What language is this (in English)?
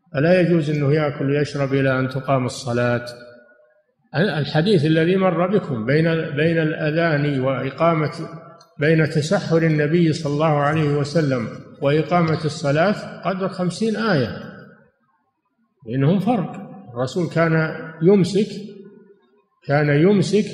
Arabic